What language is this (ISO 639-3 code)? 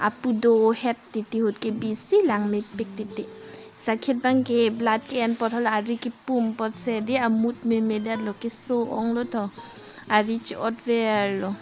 mjw